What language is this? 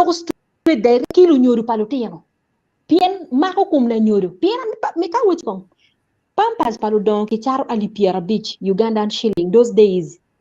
Acoli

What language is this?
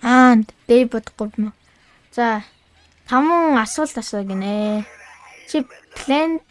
Mongolian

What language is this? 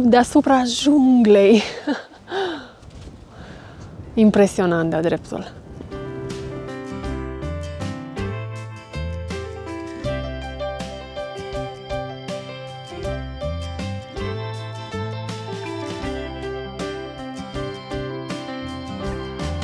Romanian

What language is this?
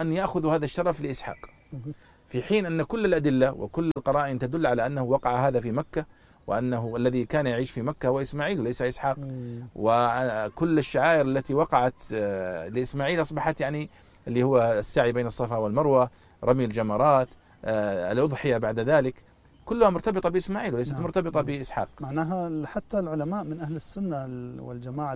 Arabic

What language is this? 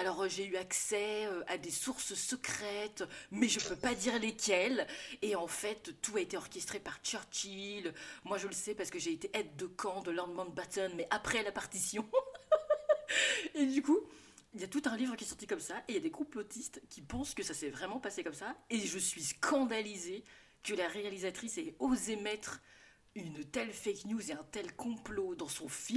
French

